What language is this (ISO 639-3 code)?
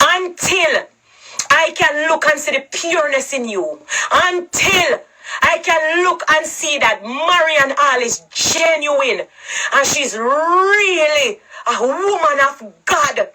jam